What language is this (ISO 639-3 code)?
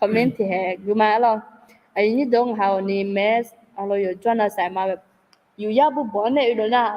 ahk